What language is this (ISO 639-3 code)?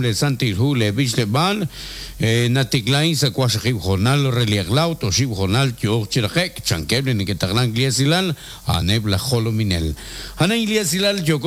kek